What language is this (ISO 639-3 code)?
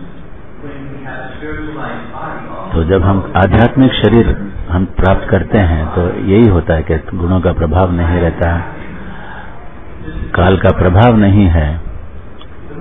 hin